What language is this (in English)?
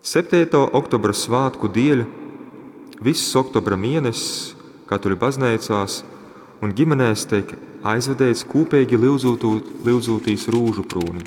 Latgalian